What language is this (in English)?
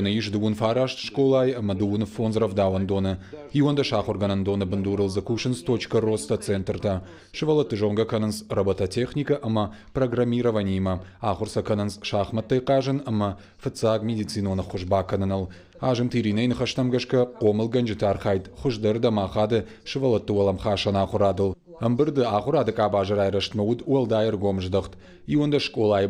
Ossetic